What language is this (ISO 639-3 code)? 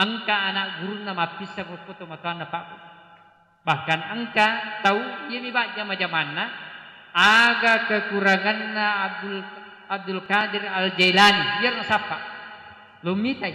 bug